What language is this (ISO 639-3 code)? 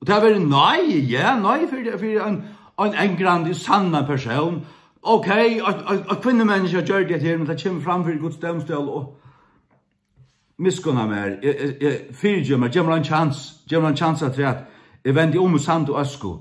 fao